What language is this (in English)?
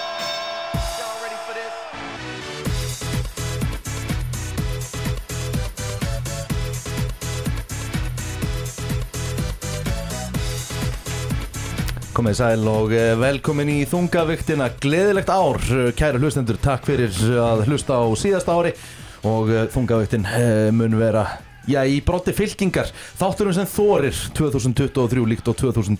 Icelandic